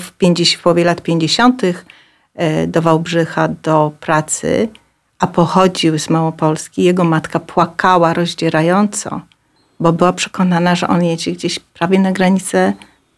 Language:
Polish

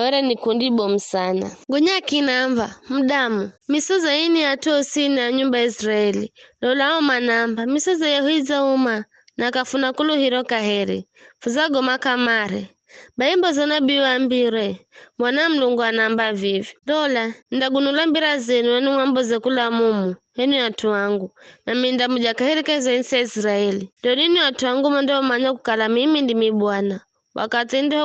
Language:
Giryama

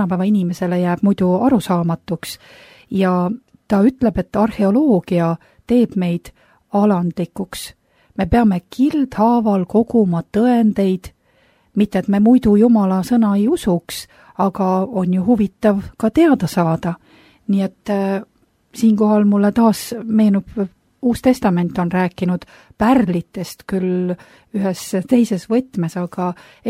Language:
Estonian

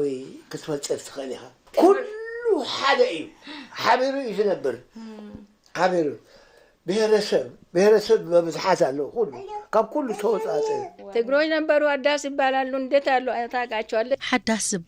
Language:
Tigrinya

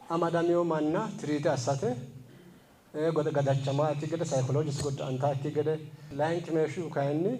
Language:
Sidamo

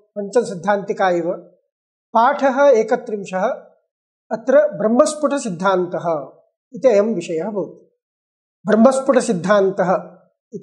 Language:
Sanskrit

